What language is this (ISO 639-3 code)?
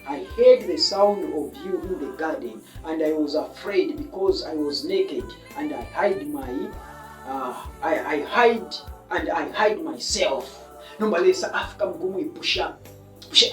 bem